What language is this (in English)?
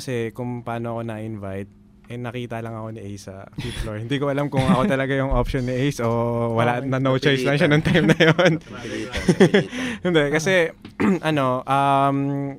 Filipino